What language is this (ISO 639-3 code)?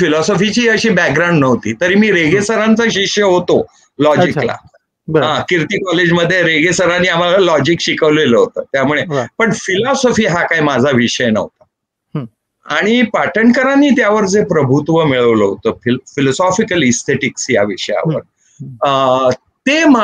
mar